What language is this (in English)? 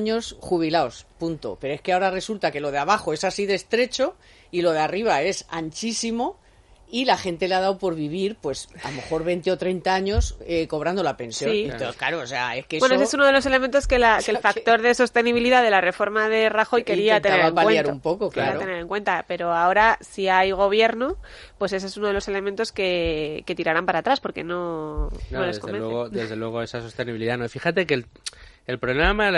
Spanish